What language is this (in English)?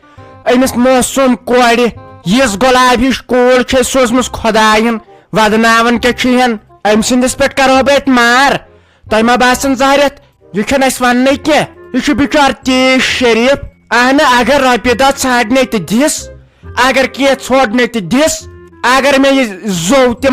Kashmiri